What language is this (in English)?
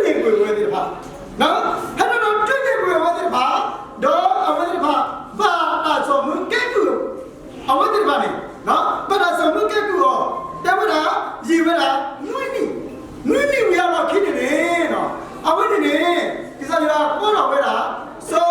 S'gaw Karen